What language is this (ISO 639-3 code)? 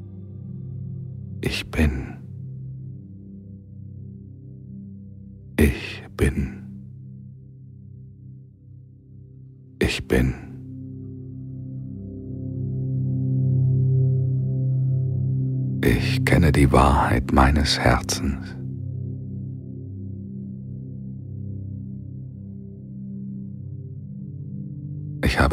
deu